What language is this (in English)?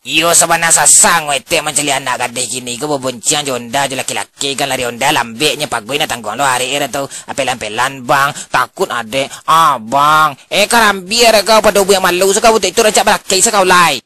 Minangkabau